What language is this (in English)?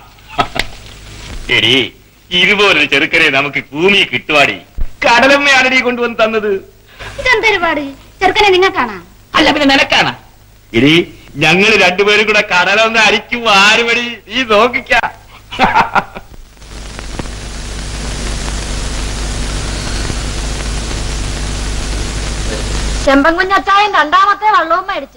Malayalam